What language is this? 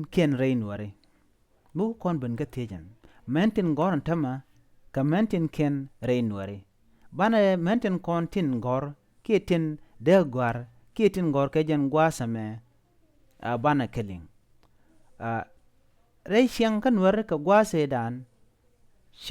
Nuer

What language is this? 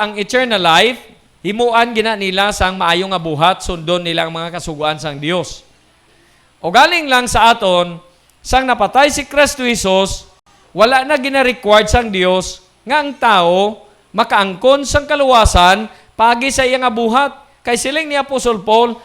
Hiligaynon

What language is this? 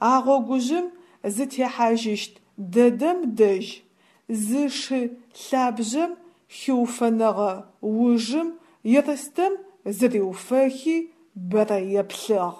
Adyghe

